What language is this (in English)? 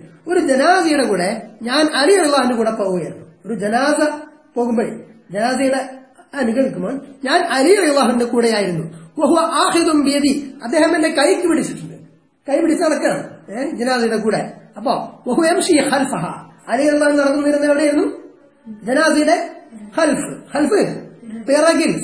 Malayalam